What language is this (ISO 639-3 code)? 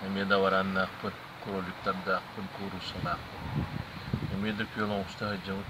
sah